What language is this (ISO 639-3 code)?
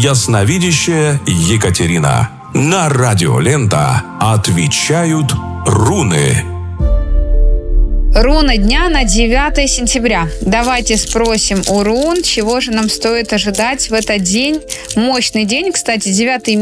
rus